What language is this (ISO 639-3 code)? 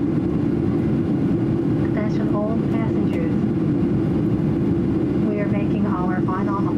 jpn